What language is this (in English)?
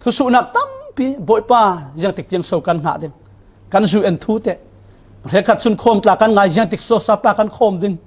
Falam Chin